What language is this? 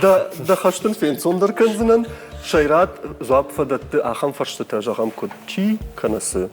Ossetic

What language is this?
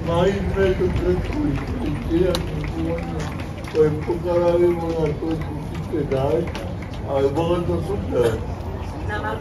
Slovak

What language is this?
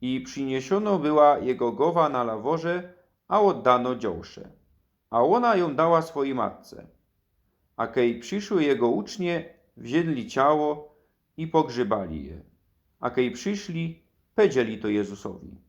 Silesian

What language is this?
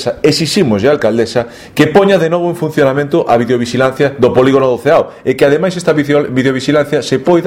Galician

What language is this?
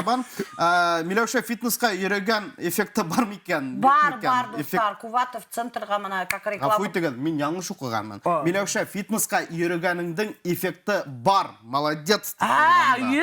Bashkir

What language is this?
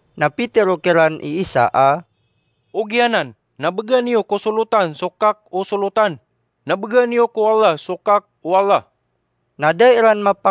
Maranao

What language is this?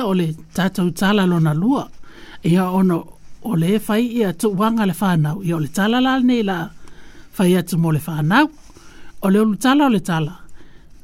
Samoan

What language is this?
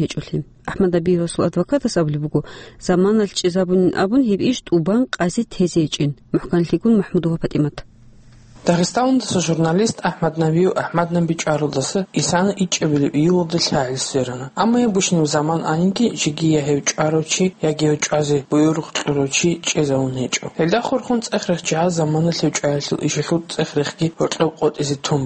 Avaric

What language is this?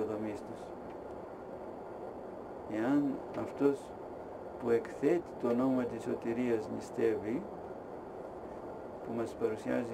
Greek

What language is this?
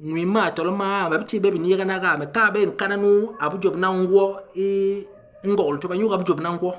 Basaa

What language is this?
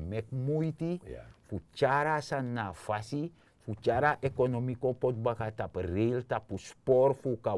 Sranan Tongo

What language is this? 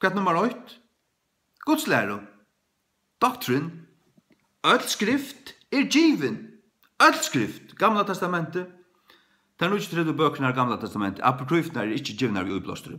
Faroese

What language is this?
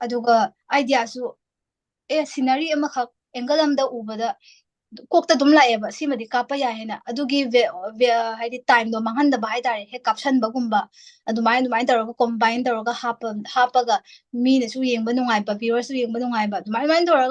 Manipuri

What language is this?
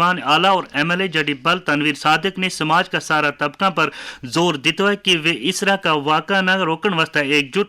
Gujari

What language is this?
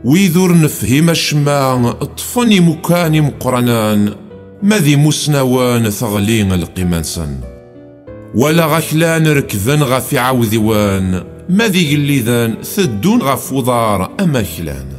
Kabyle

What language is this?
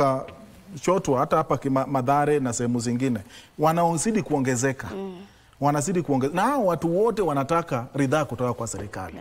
Swahili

